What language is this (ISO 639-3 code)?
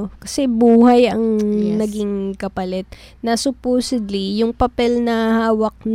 fil